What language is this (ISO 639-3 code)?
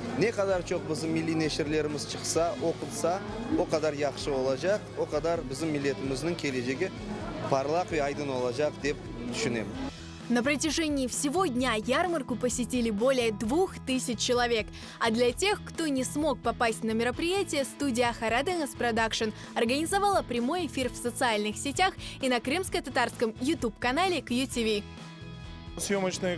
crh